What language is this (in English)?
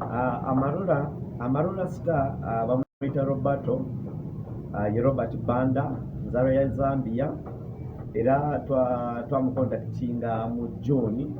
Ganda